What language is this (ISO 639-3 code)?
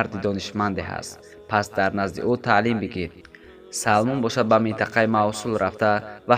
tgk